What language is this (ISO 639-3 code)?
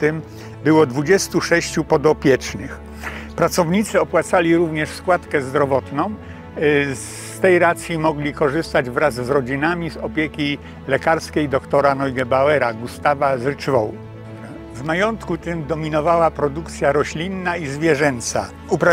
pol